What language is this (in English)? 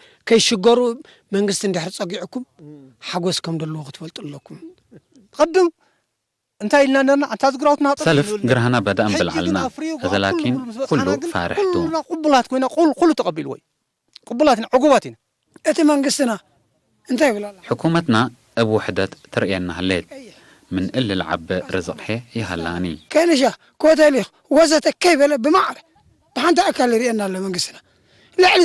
Tigre